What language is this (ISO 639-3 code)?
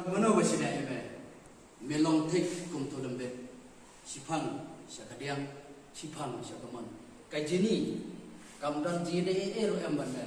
kha